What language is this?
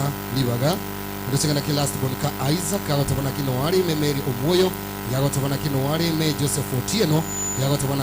Gusii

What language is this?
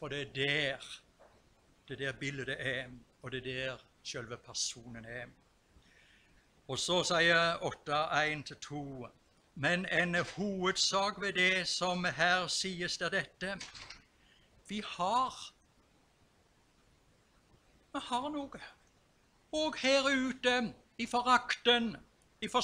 Norwegian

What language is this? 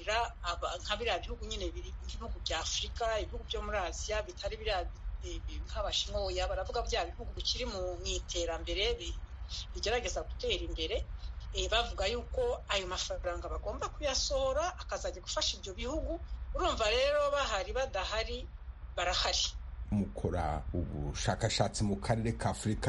Kinyarwanda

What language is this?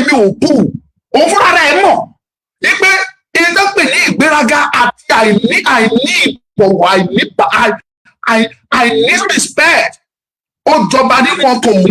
Yoruba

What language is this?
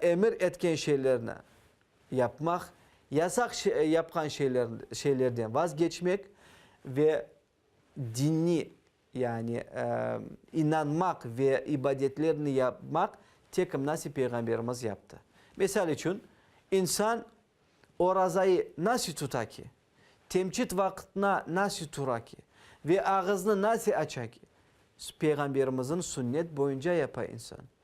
Crimean Tatar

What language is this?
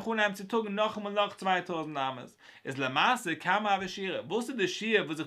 Yiddish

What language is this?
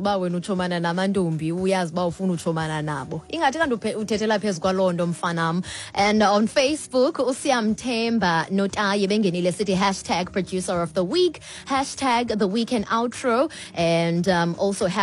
Xhosa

